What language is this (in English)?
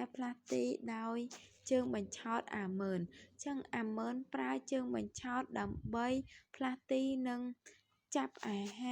Khmer